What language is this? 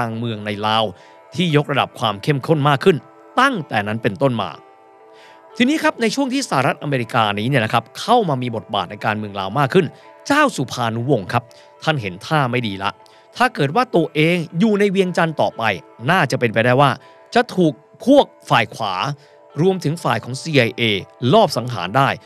Thai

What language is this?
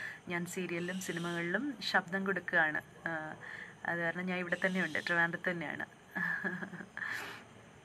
Malayalam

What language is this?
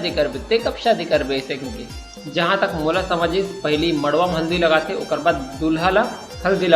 Chhattisgarhi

